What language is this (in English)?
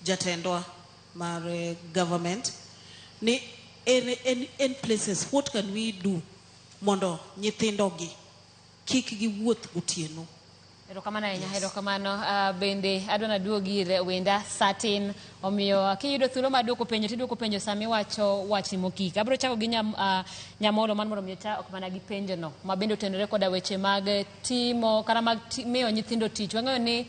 Luo (Kenya and Tanzania)